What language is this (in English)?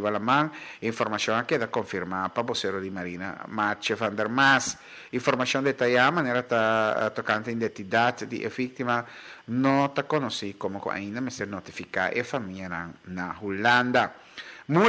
Papiamento